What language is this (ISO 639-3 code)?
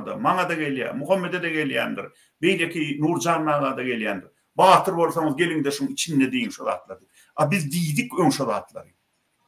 tuk